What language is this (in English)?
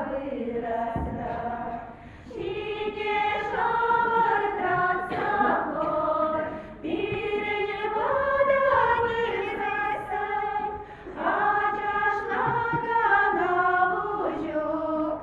Chuvash